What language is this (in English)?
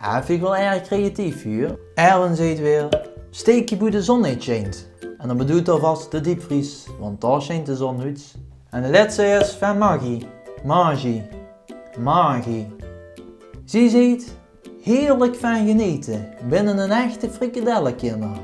Limburgish